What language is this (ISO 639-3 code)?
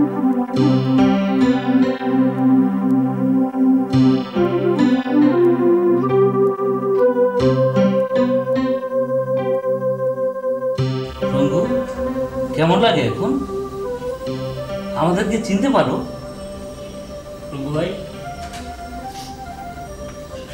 ben